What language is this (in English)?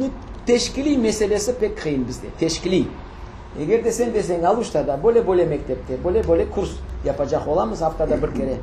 Crimean Tatar